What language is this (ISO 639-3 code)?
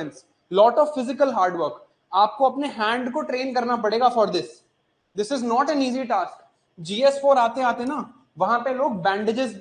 hin